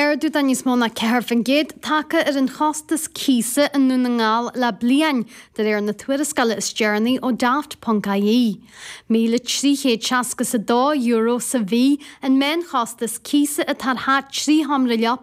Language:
Irish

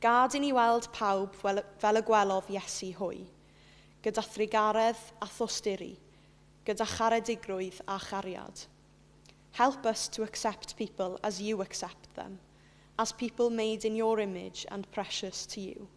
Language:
Welsh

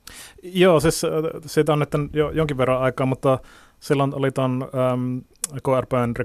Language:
Finnish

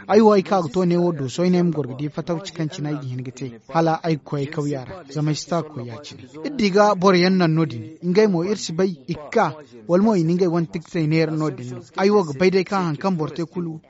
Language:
Zarma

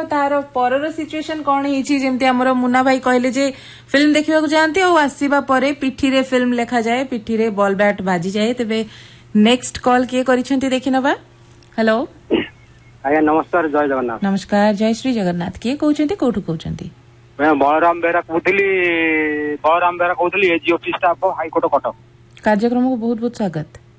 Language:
Odia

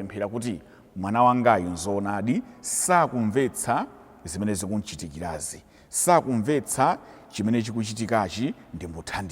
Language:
Nyanja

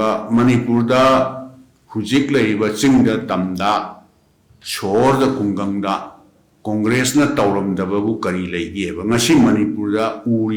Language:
Manipuri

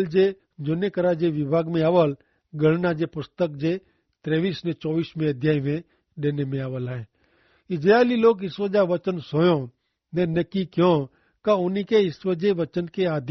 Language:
Kachhi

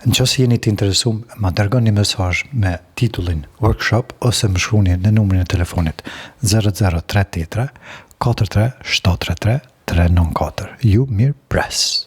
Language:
Albanian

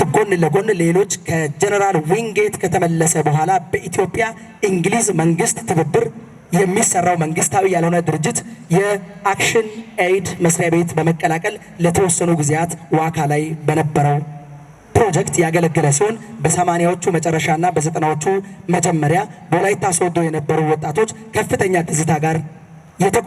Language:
Amharic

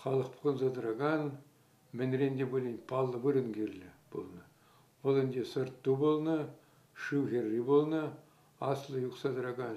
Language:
Chuvash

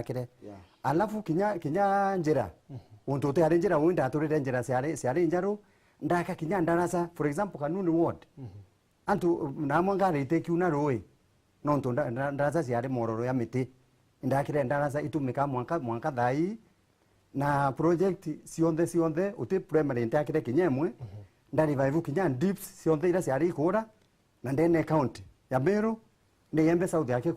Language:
Meru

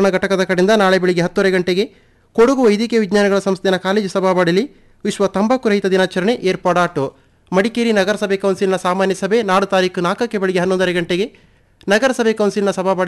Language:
Kannada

